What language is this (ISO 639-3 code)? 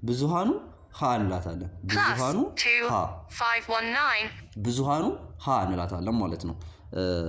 amh